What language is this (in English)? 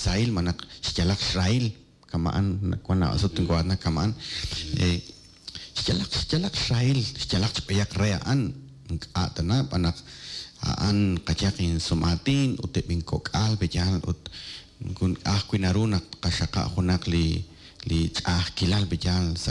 Kekchí